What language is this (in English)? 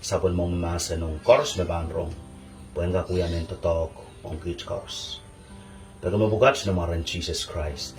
Pohnpeian